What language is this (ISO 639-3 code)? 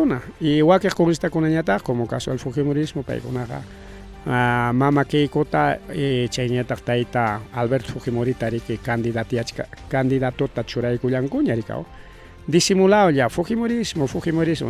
quy